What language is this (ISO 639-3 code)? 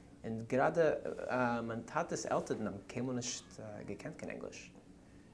yid